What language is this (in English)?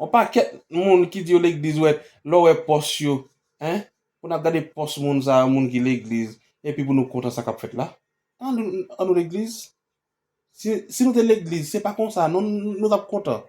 Haitian Creole